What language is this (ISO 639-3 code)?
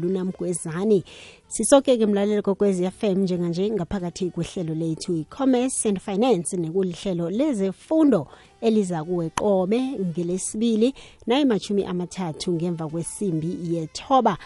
nbl